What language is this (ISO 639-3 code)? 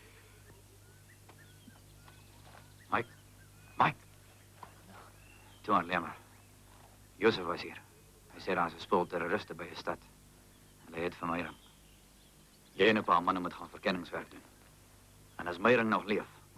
afr